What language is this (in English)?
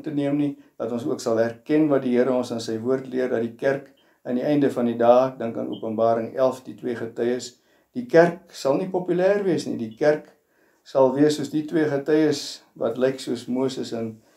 Afrikaans